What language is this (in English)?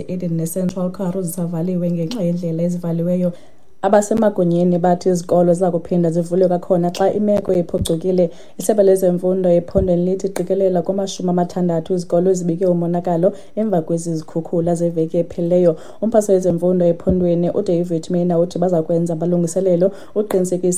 Xhosa